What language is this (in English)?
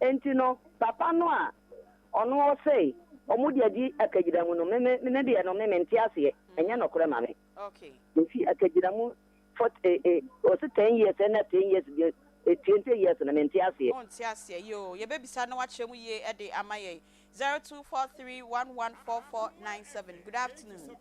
Akan